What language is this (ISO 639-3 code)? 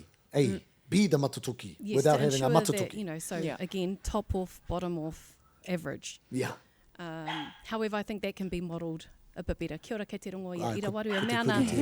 mri